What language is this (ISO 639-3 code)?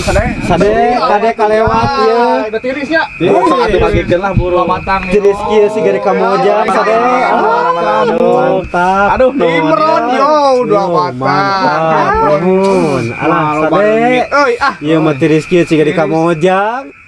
sun